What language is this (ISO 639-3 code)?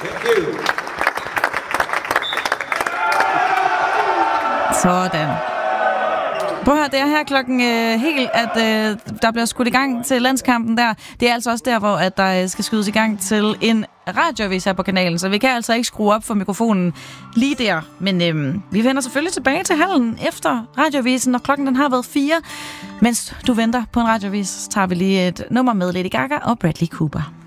dan